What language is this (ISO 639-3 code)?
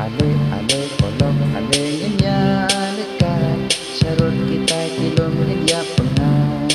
kha